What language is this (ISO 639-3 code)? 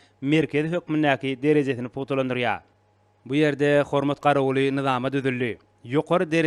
tuk